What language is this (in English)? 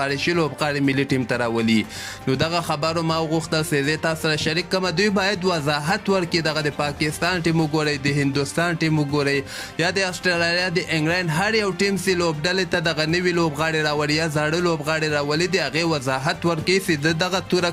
Pashto